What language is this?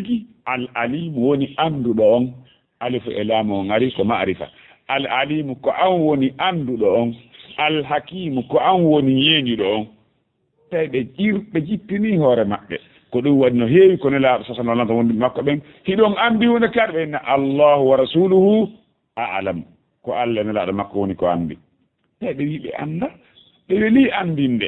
Fula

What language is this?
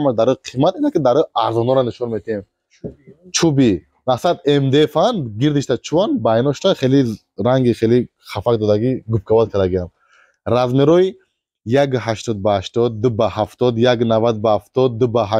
Tajik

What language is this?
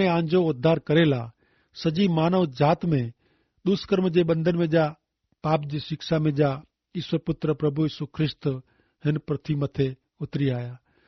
Kachhi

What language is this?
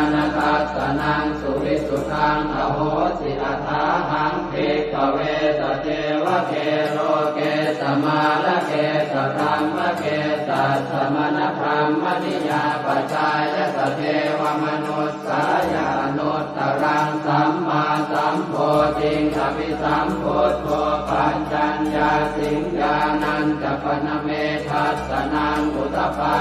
Pali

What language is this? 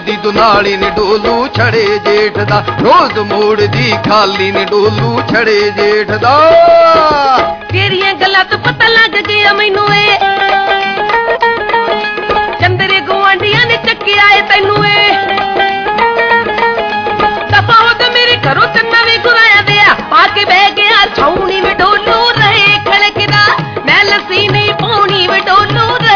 Punjabi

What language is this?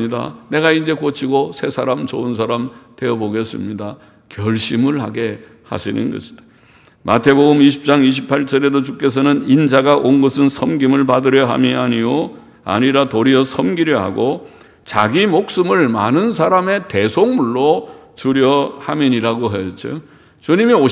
Korean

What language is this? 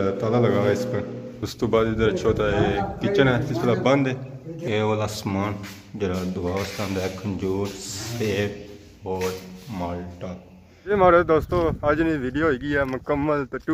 Pahari-Potwari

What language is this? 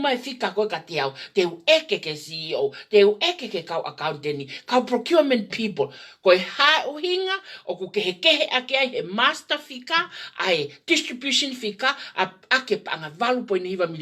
Tongan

